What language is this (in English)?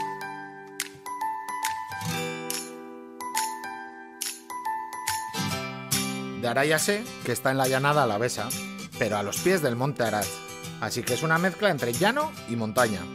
Spanish